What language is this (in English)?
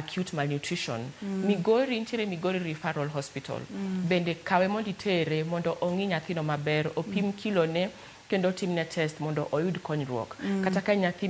Luo (Kenya and Tanzania)